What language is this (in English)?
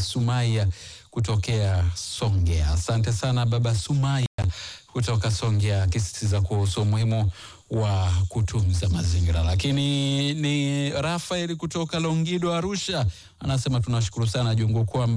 Swahili